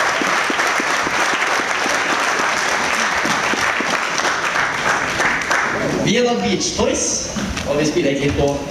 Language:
Norwegian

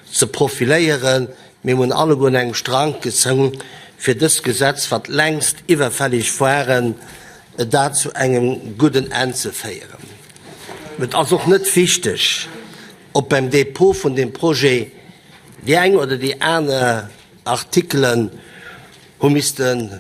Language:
Luxembourgish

